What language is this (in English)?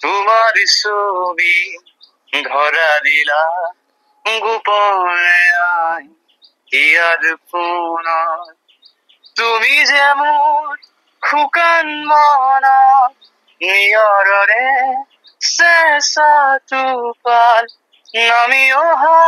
Assamese